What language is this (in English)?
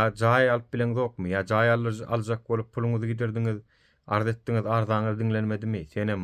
Turkmen